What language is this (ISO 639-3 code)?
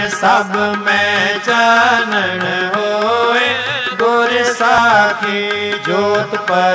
pan